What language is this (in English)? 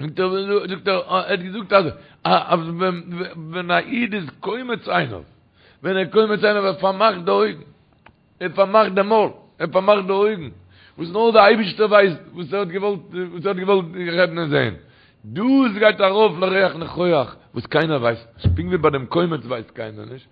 Yiddish